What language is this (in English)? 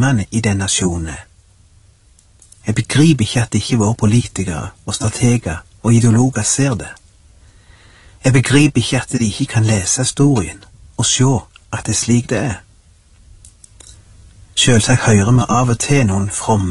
Norwegian